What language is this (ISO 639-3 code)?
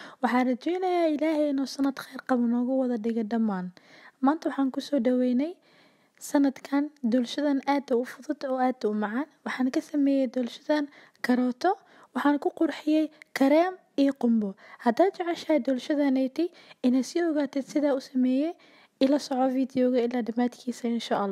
som